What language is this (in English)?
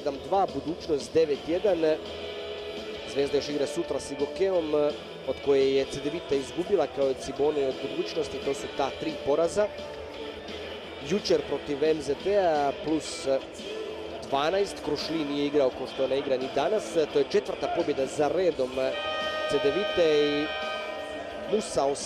Croatian